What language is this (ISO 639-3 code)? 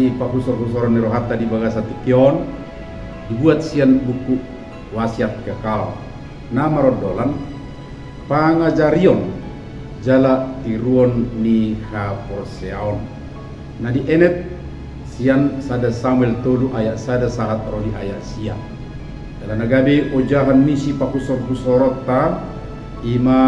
bbc